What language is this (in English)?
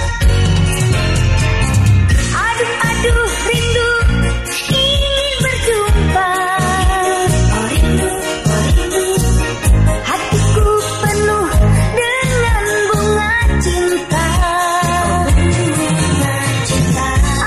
Indonesian